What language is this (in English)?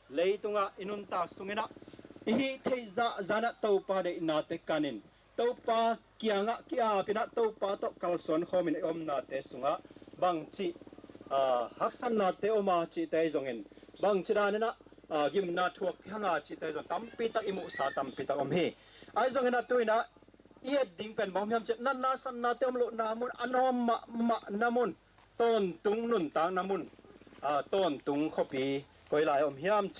Tedim Chin